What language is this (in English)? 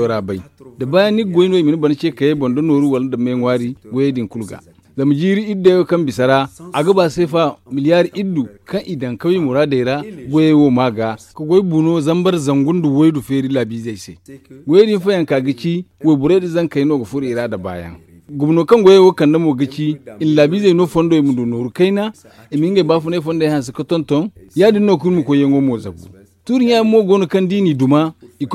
Zarma